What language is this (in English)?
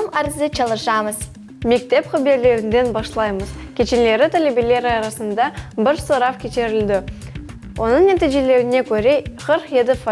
Crimean Tatar